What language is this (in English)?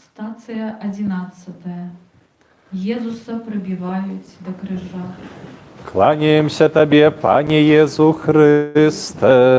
Belarusian